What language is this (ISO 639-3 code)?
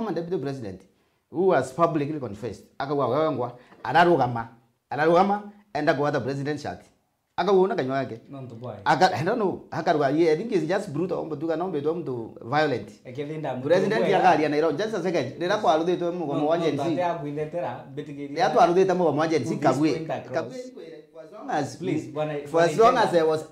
mer